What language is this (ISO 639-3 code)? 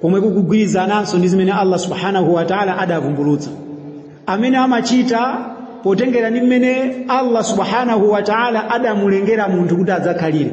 nya